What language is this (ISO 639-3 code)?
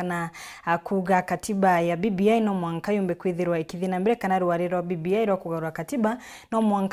mer